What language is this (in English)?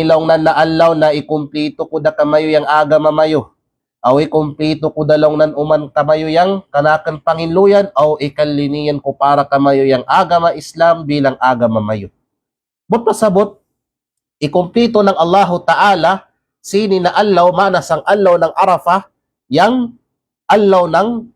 Kalagan